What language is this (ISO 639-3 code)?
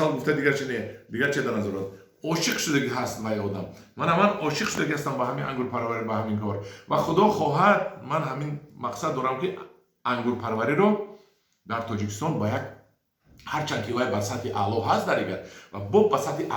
tgk